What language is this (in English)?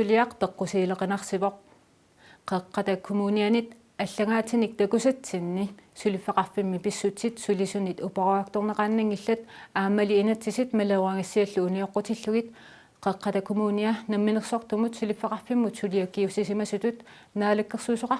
Kalaallisut